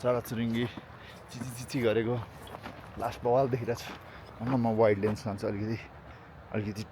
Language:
Nepali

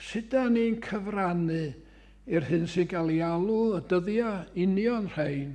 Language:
Welsh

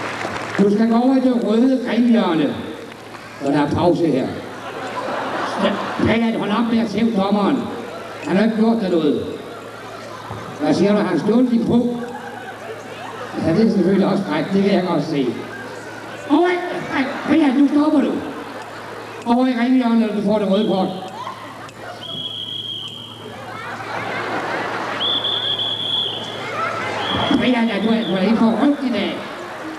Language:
Danish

